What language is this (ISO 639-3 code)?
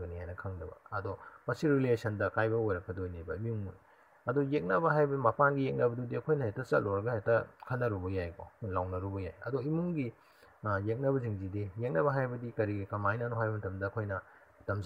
mni